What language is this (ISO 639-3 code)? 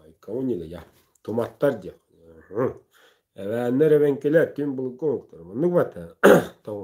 sah